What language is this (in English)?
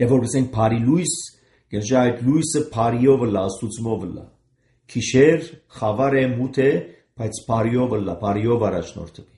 Armenian